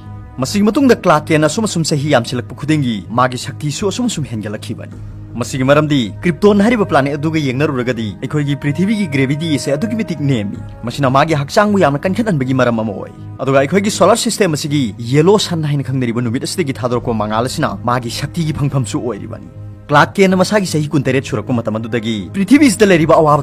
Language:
Manipuri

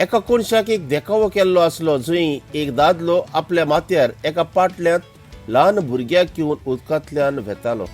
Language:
Konkani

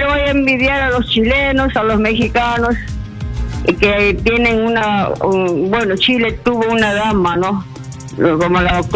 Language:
Spanish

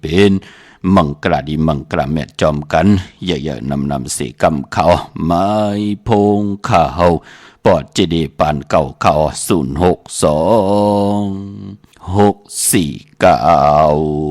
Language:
Shan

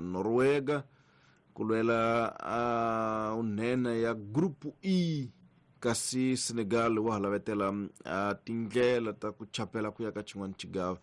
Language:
Tsonga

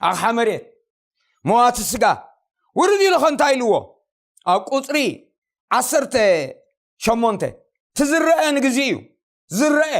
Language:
Tigrinya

